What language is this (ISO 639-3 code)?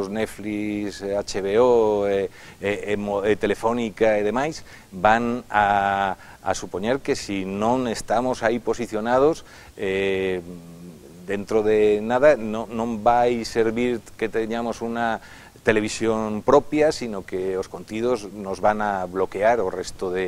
glg